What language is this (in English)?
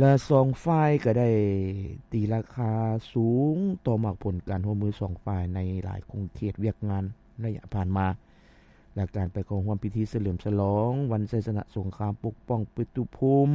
Lao